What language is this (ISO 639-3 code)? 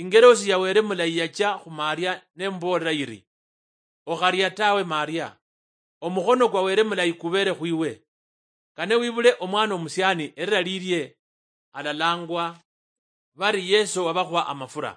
luy